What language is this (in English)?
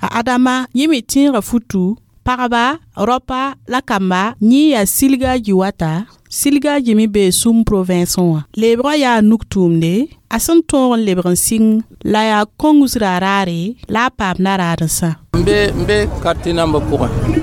Mossi